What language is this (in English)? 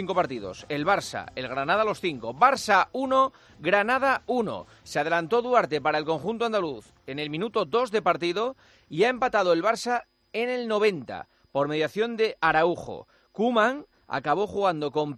Spanish